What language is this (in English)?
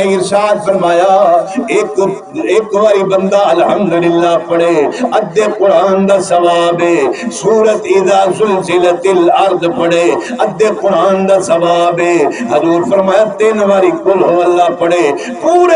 Saraiki